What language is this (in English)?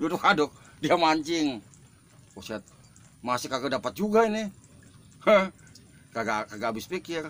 Betawi